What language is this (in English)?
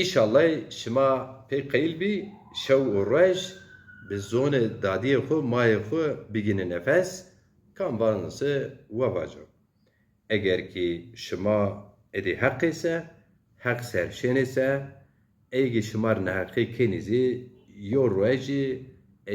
Zaza